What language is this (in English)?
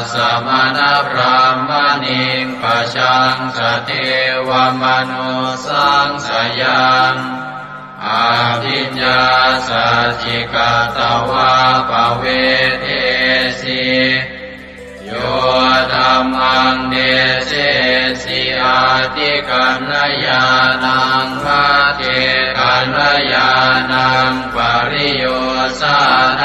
Pali